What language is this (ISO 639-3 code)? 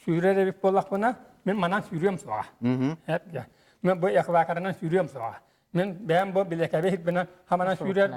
sah